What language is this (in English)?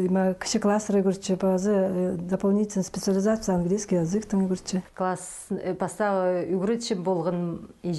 Khakas